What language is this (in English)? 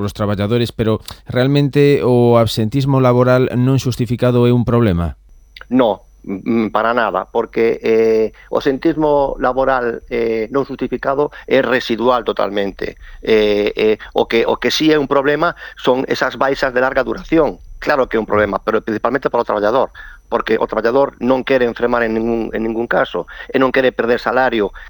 Galician